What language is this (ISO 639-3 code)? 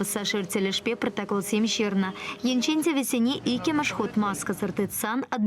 chv